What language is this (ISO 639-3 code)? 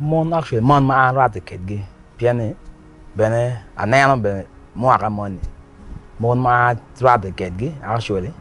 ach